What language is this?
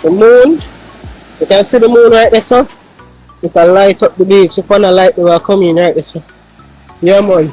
Jamaican Creole English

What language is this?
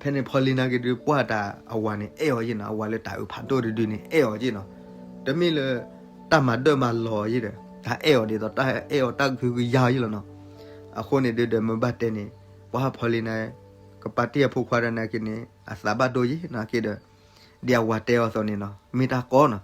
S'gaw Karen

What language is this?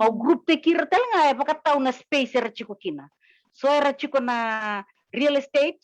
Fijian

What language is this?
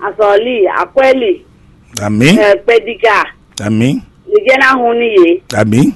Fon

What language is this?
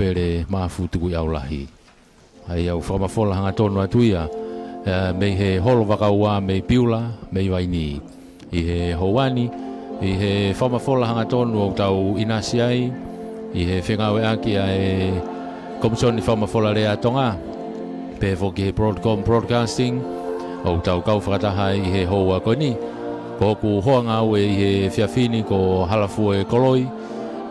Tongan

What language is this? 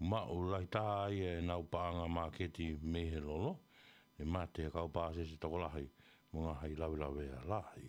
Tongan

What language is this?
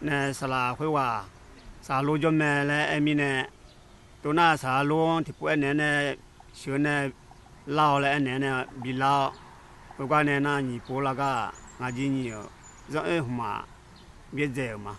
Akha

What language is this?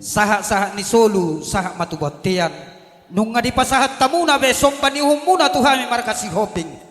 Batak Toba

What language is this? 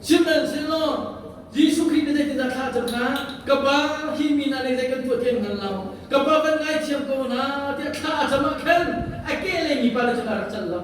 Hakha Chin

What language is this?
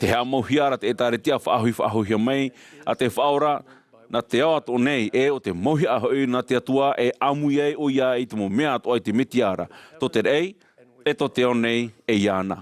Tahitian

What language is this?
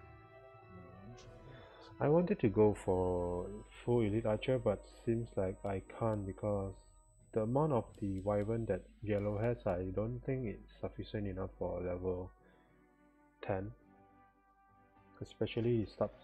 English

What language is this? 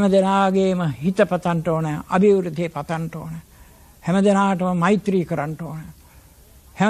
Sinhala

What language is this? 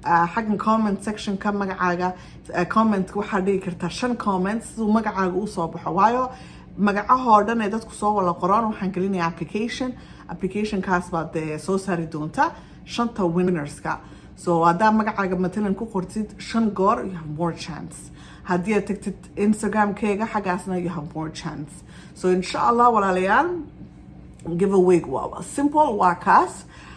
Somali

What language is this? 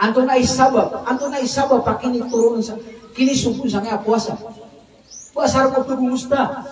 Maranao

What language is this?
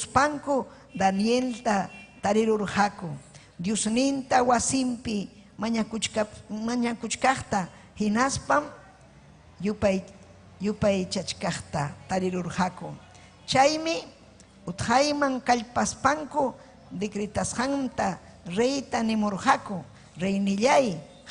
Ayacucho Quechua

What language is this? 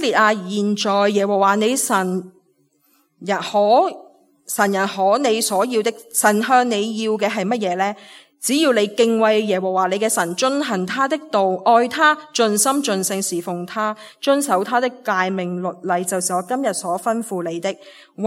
Cantonese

